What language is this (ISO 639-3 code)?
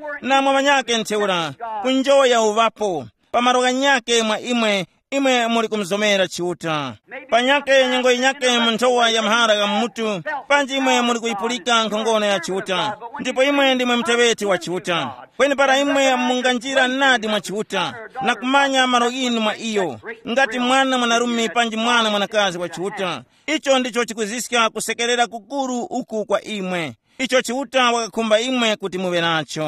tum